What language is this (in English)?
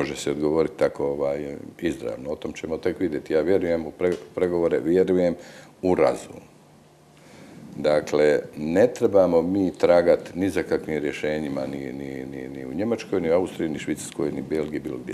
Croatian